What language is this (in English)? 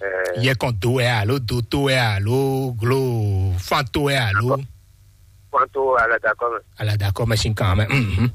Fon